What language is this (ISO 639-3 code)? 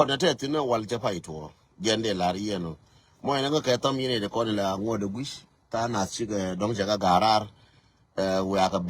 nus